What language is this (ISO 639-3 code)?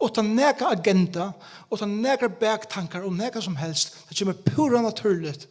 fao